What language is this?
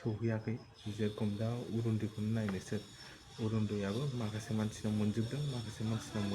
Bodo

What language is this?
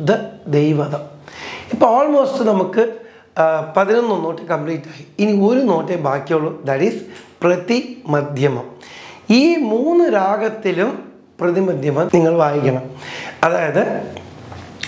Malayalam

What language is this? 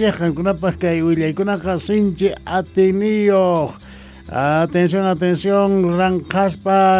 South Bolivian Quechua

